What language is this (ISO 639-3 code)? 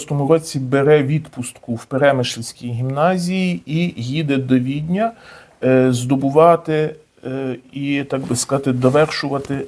ukr